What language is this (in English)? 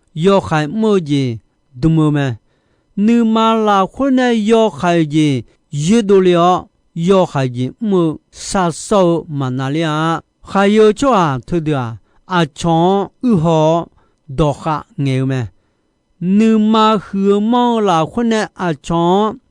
Akha